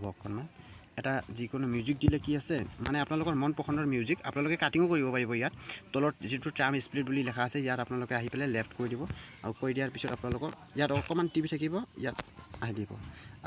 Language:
Assamese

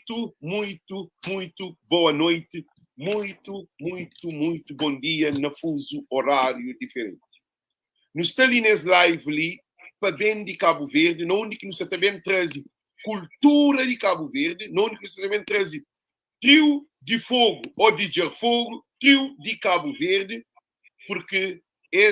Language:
Kabuverdianu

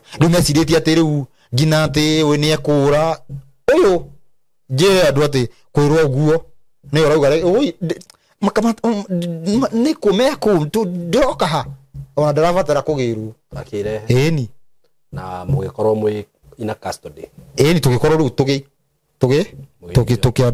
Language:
Kikuyu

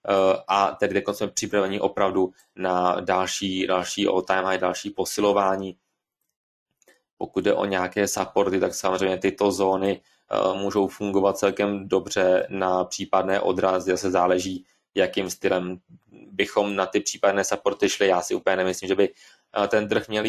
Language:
Czech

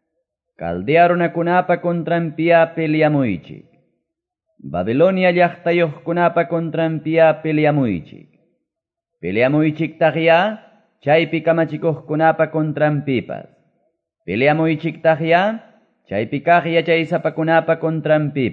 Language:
Quechua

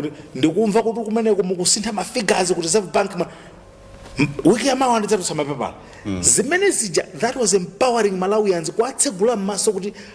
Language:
Nyanja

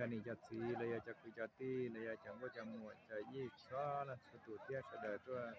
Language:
Hmong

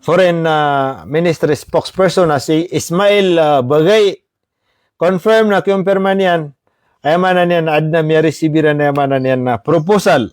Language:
Maranao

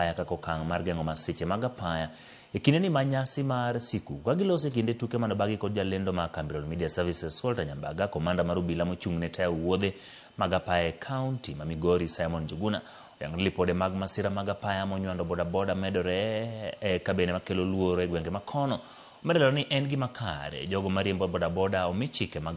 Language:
Luo (Kenya and Tanzania)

